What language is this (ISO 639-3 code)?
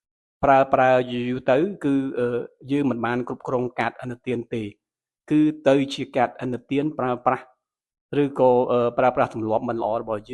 khm